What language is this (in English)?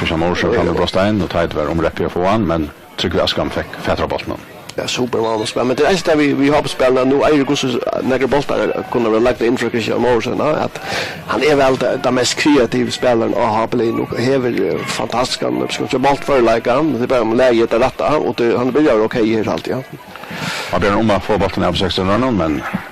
Faroese